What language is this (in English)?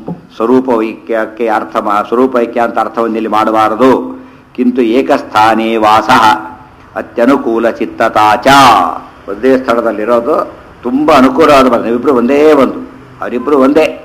Kannada